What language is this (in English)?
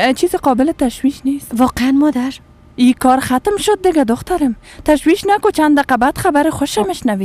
Persian